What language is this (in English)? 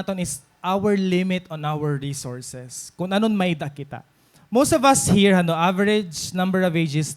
Waray